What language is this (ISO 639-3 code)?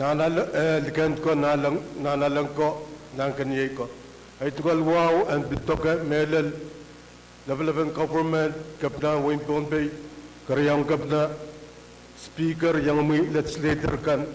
pon